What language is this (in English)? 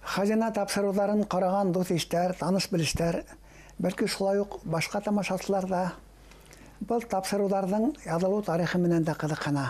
Bashkir